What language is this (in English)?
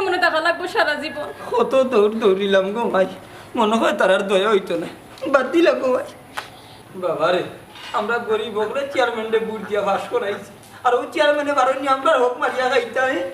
Sylheti